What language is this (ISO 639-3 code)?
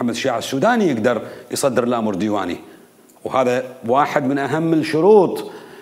acm